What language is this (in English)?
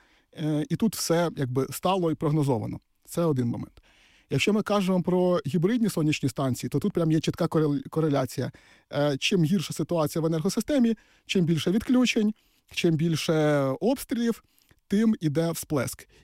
Ukrainian